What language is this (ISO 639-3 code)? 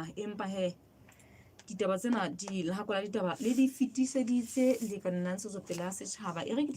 sot